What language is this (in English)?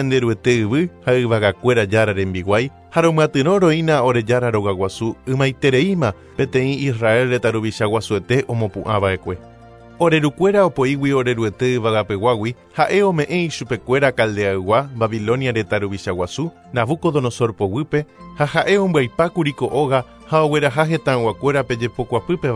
Guarani